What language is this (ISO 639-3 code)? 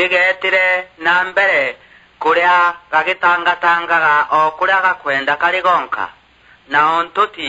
mer